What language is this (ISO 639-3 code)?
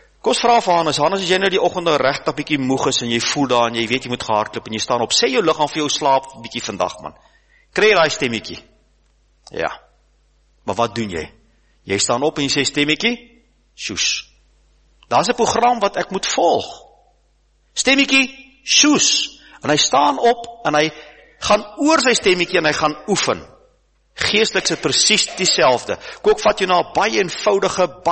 afr